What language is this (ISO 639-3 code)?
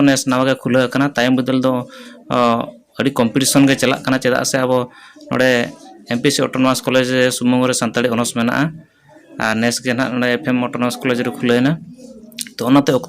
sat